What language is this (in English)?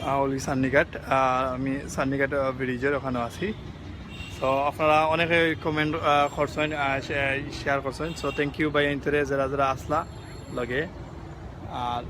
Sylheti